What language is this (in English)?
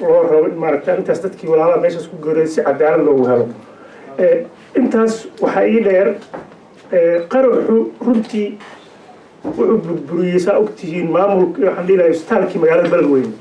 Somali